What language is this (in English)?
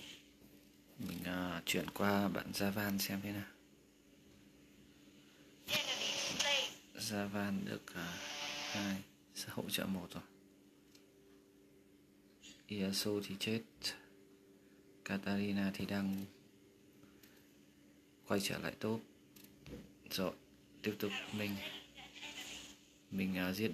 Vietnamese